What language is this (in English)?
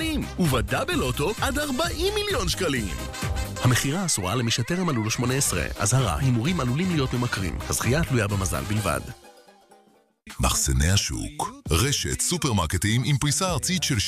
Hebrew